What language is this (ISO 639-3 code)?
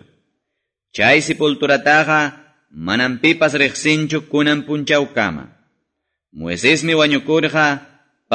que